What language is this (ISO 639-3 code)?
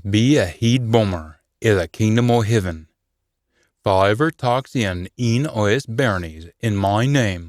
sco